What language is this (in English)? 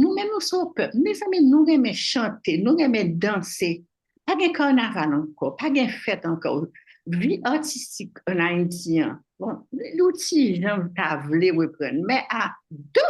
Haitian Creole